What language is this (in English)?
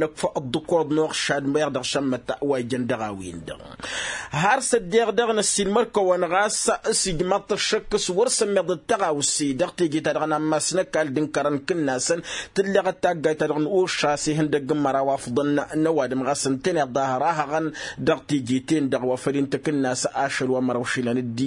Tamasheq